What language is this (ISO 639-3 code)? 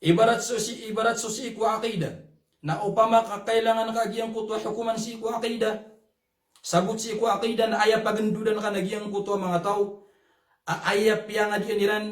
mrw